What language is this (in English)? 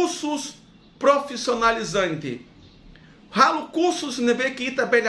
Tetum